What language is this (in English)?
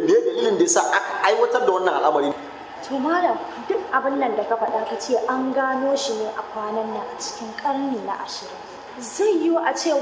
Hausa